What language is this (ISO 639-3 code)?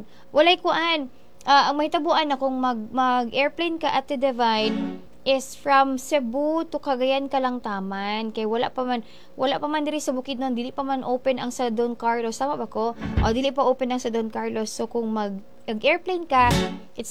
ceb